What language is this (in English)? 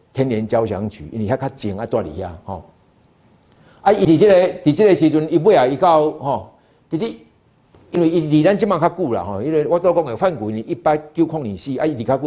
Min Nan Chinese